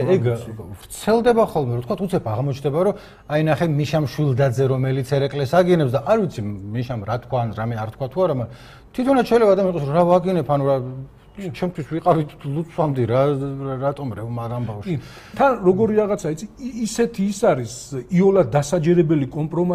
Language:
Georgian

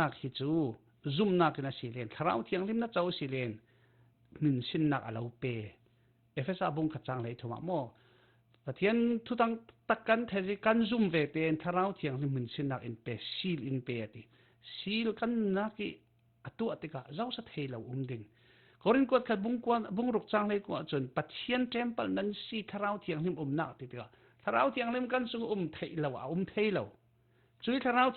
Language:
Falam Chin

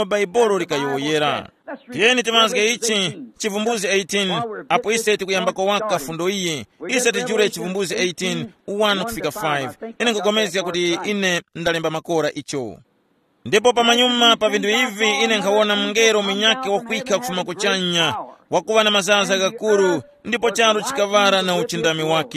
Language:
Tumbuka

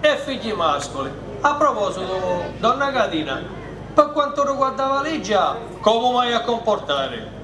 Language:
Sicilian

